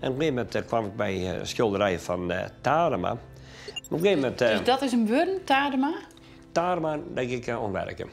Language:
Western Frisian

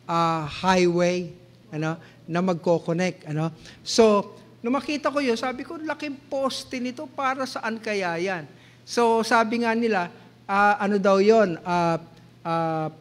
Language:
Filipino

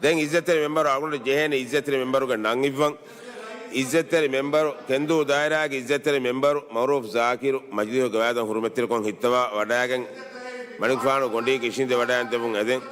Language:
Divehi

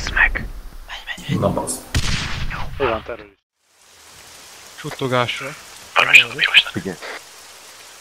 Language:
Hungarian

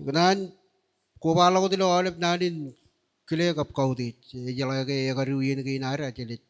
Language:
Marshallese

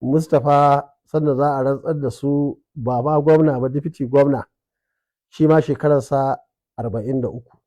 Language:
Hausa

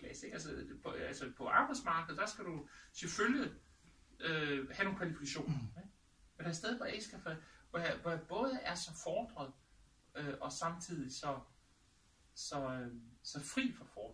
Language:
Danish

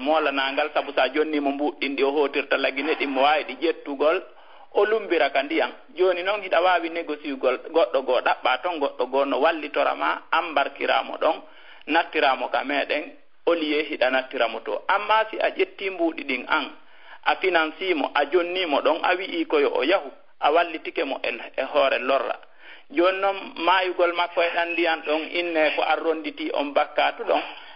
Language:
Fula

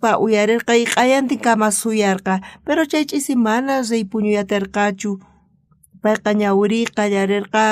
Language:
South Bolivian Quechua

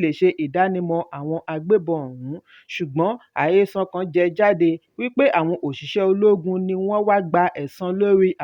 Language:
Yoruba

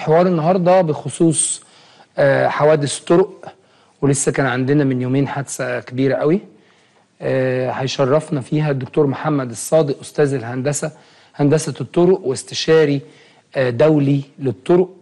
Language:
Egyptian Arabic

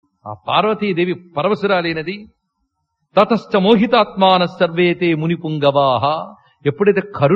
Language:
Telugu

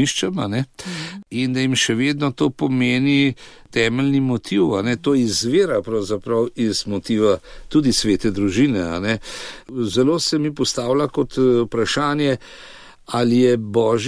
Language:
Slovenian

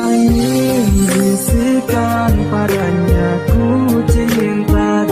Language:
Banjar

